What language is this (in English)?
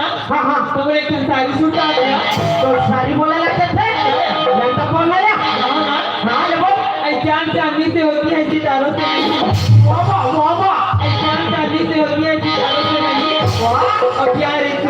Chhattisgarhi